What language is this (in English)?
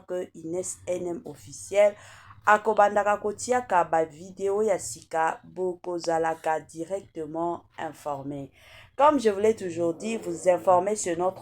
Lingala